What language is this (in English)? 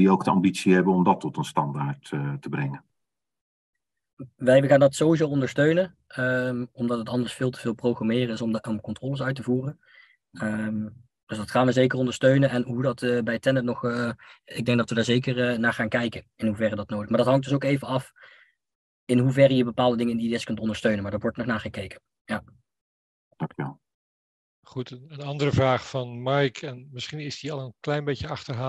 Dutch